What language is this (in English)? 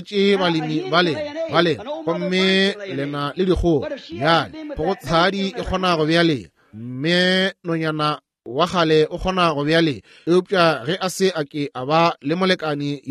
Northern Sotho